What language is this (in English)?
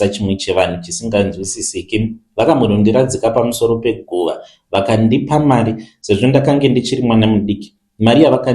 Shona